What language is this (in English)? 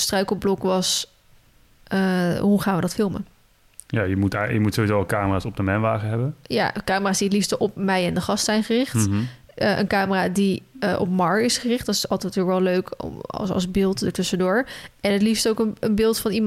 Dutch